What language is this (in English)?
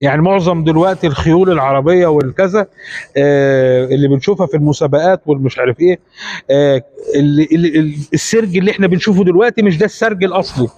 Egyptian Arabic